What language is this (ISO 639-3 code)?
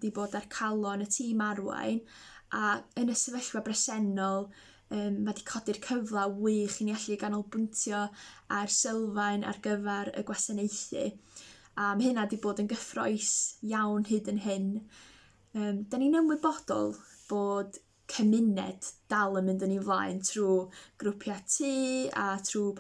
cym